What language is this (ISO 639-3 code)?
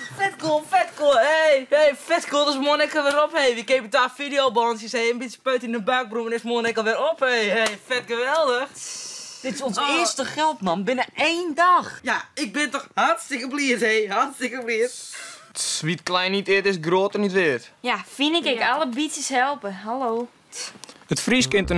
fry